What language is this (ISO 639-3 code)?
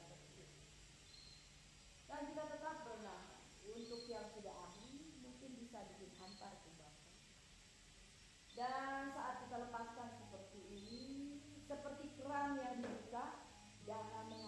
ind